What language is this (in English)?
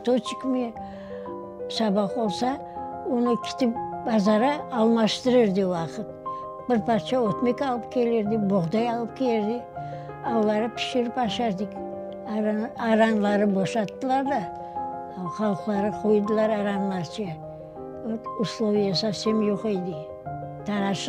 Crimean Tatar